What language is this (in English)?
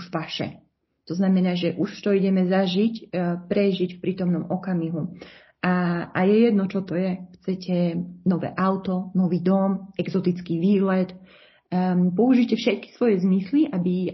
Slovak